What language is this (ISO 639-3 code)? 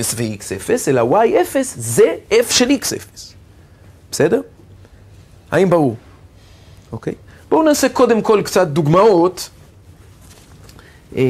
heb